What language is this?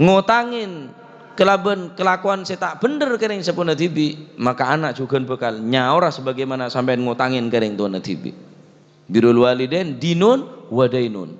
Madurese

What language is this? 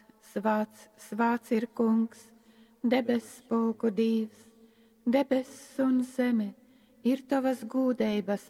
Latgalian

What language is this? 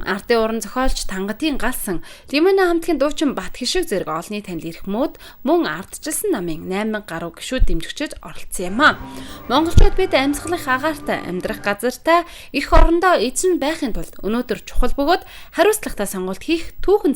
Mongolian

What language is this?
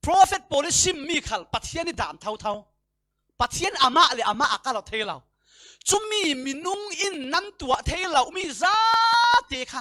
Falam Chin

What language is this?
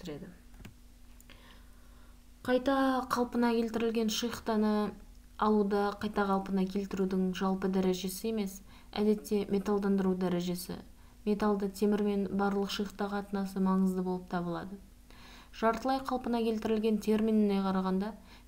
Kazakh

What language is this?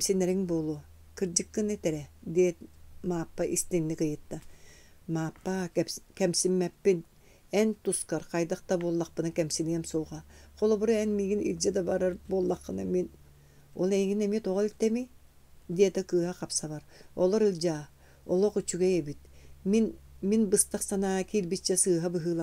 Yakut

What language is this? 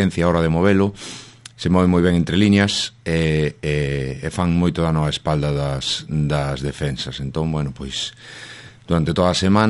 Galician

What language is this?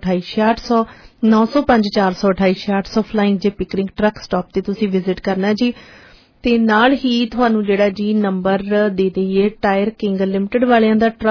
Punjabi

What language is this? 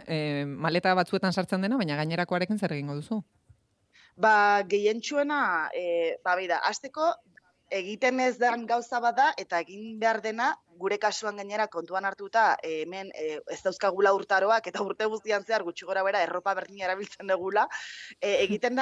Basque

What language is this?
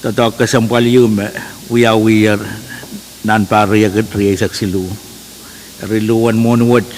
Pohnpeian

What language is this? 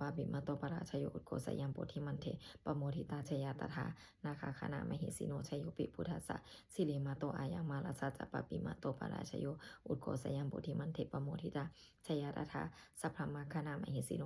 Pali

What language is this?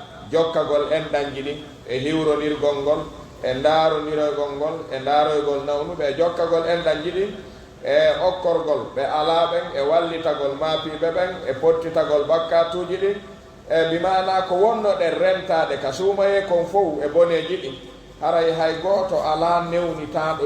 Pular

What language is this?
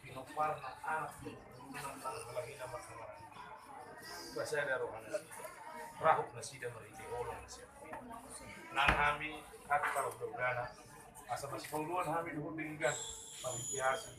Batak Toba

